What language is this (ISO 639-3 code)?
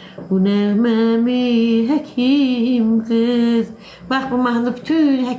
aze